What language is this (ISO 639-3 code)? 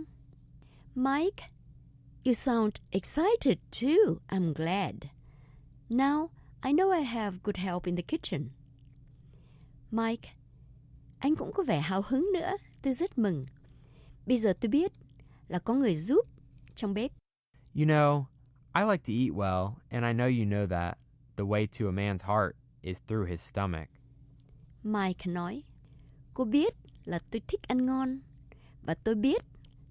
vie